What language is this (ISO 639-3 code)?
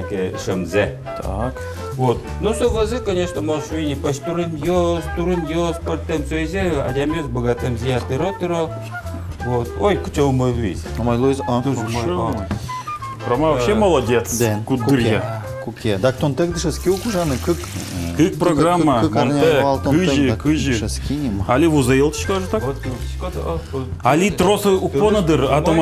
udm